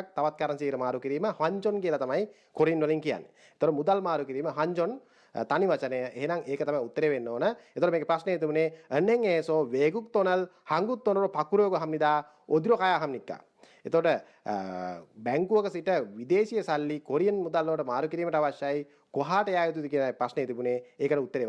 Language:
Sinhala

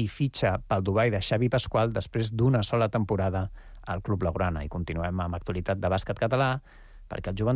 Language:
Catalan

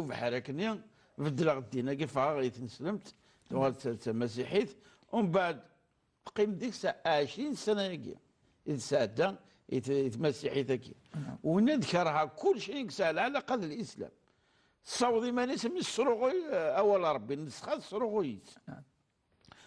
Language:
Kabyle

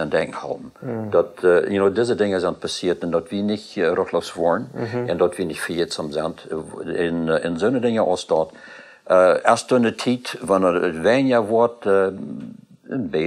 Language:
Plautdietsch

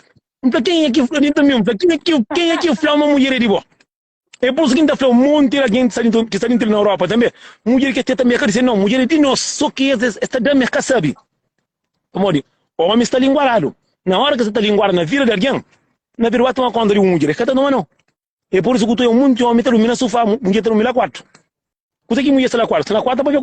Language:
Kabuverdianu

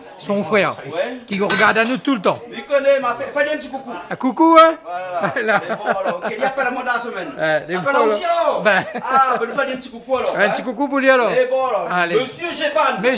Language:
Réunion Creole French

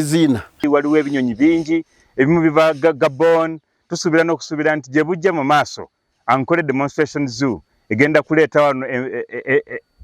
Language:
Nyankole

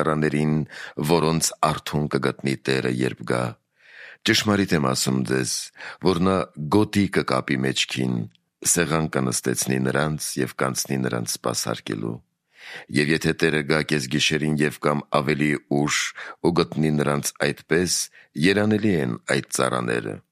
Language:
Armenian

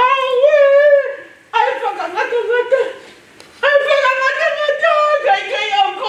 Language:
Tongan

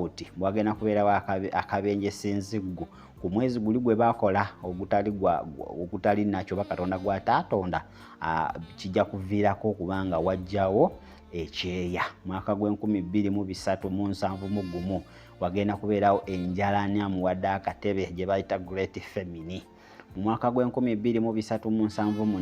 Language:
Ganda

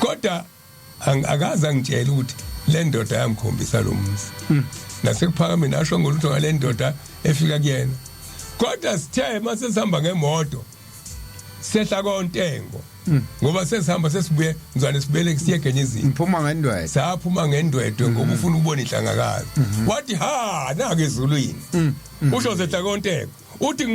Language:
Zulu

